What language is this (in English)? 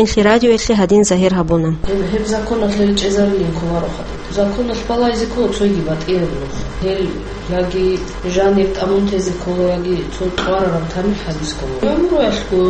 Avaric